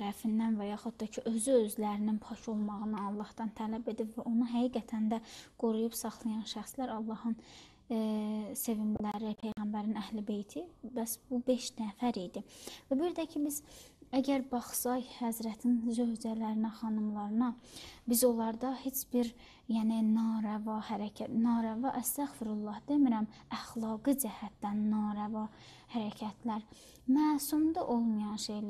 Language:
Azerbaijani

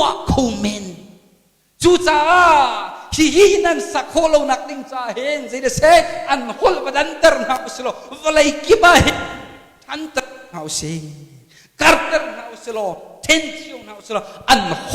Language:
Hakha Chin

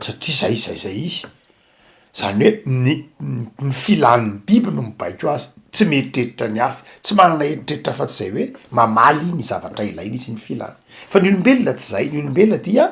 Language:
Malagasy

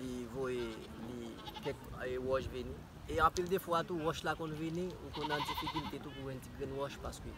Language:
Haitian Creole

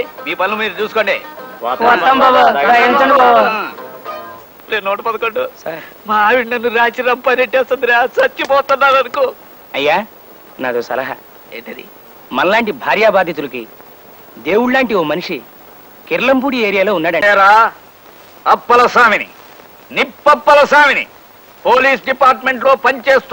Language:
Telugu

